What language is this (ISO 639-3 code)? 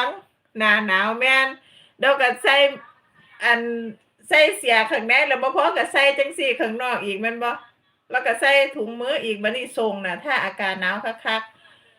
lao